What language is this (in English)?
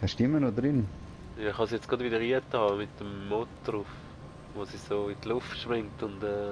Swiss German